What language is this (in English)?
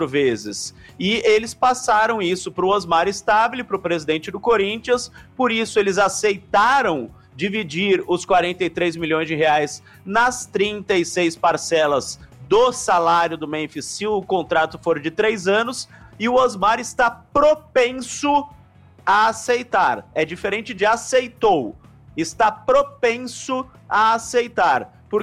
Portuguese